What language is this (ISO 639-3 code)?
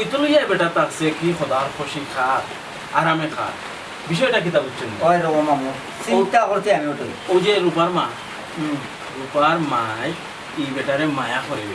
syl